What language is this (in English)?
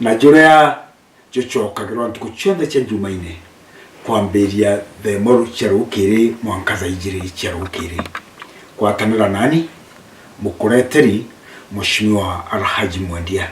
Meru